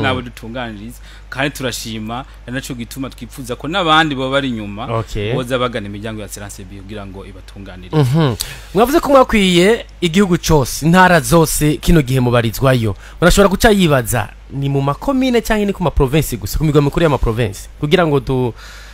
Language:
Rundi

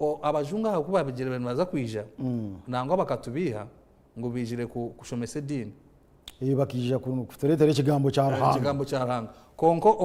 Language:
Nyankole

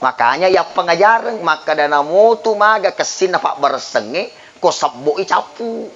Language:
Buginese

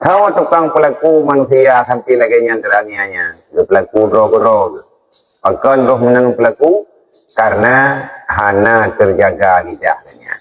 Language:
Achinese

